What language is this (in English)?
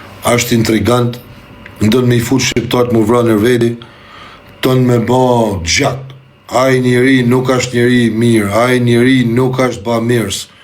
Albanian